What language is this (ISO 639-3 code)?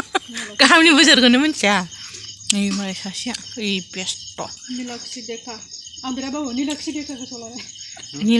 brx